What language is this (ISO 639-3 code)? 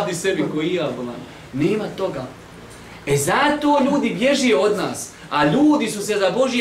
bos